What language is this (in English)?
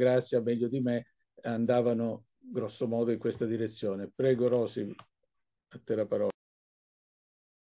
Italian